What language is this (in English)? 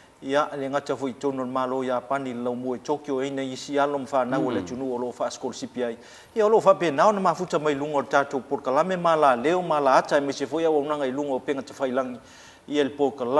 Samoan